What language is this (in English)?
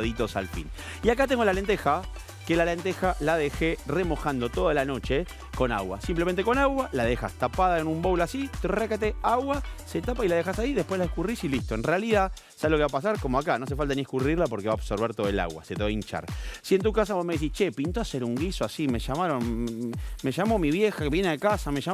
Spanish